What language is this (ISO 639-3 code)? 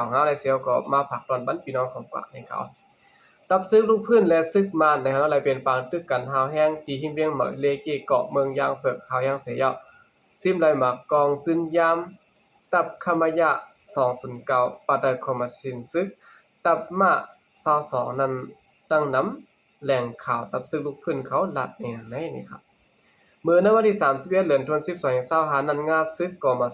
shn